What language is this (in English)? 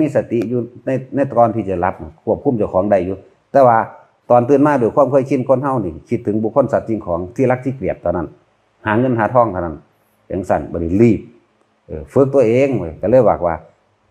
Northeastern Thai